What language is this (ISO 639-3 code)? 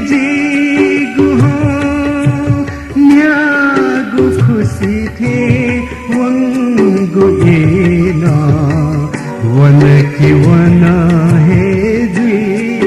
new